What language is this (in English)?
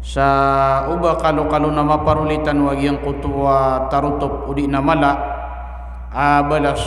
Maranao